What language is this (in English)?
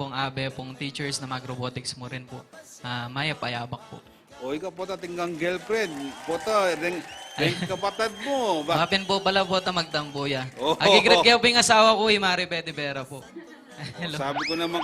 Pampanga